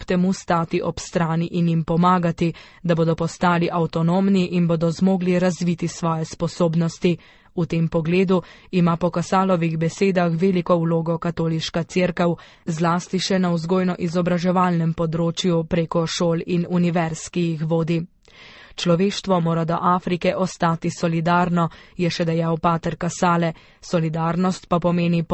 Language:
Slovenian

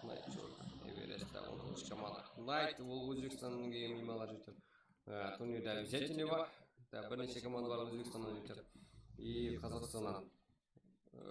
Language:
Kara-Kalpak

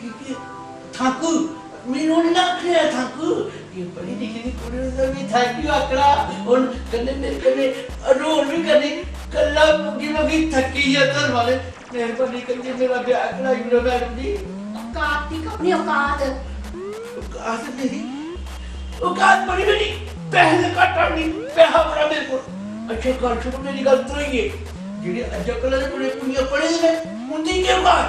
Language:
Dogri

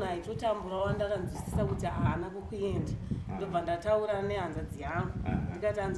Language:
Shona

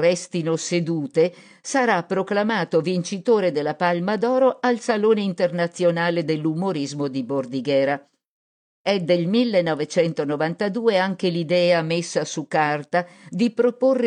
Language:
Italian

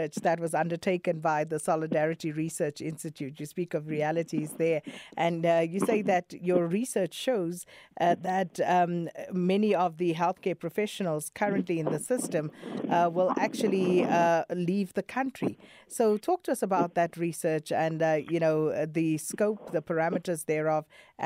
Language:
English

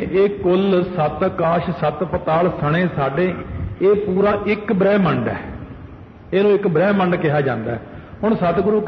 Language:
Punjabi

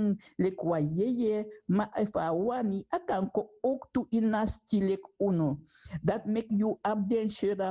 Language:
Sranan Tongo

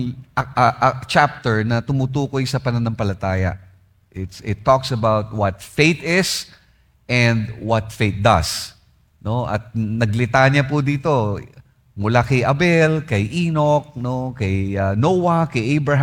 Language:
Filipino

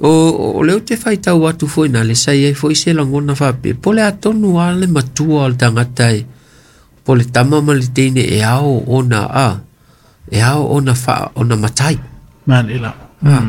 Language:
Samoan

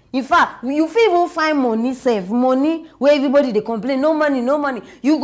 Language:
Nigerian Pidgin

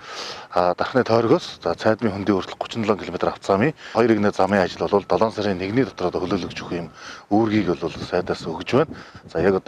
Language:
Mongolian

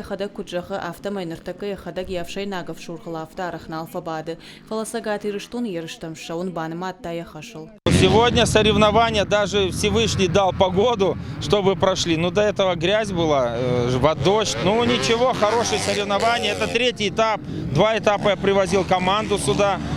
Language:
Ossetic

